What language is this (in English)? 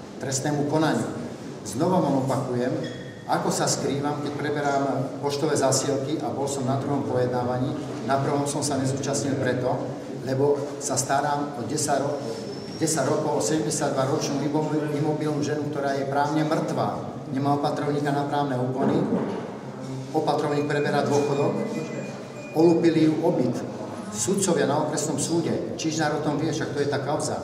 Slovak